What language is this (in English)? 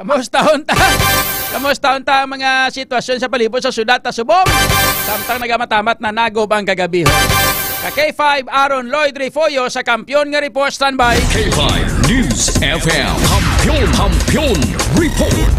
Hiligaynon